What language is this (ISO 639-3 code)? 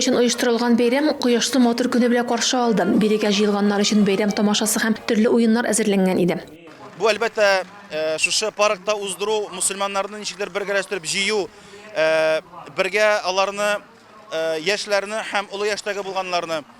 tat